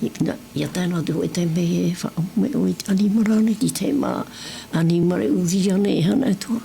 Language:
Tahitian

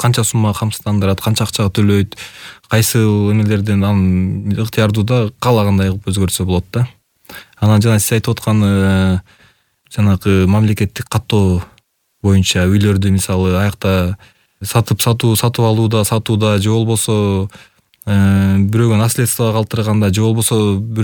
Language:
Kyrgyz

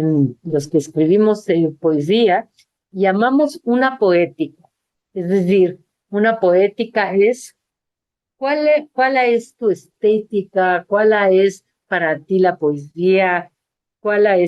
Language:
Ladino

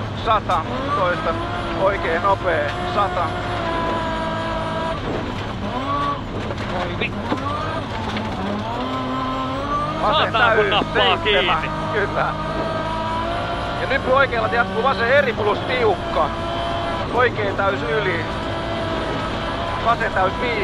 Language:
Finnish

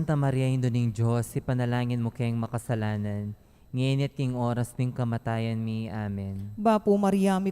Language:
Pampanga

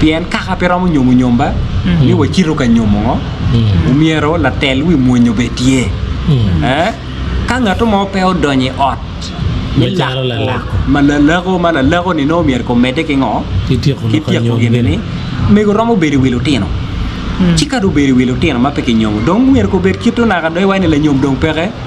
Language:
Acoli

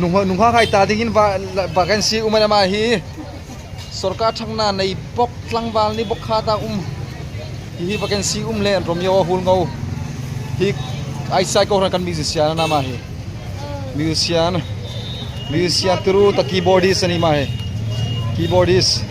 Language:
Hmar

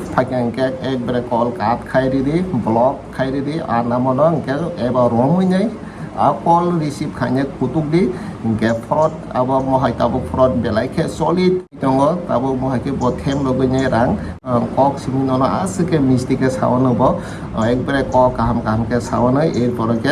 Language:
Kok Borok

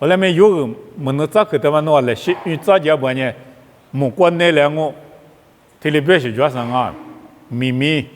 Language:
Lisu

